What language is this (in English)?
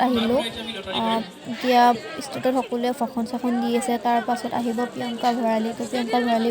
Assamese